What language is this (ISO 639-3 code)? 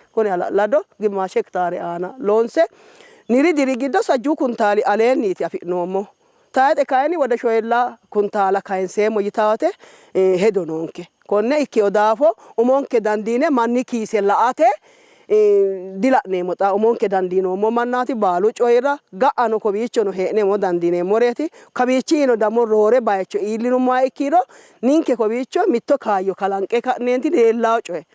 sid